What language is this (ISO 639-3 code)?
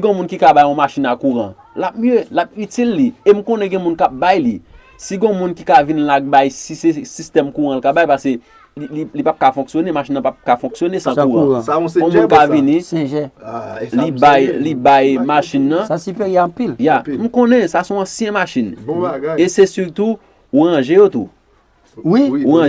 hat